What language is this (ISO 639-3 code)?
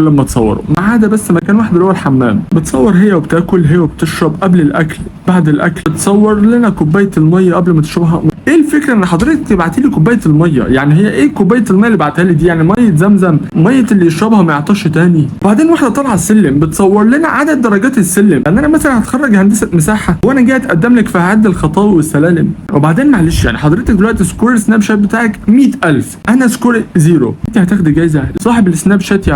arz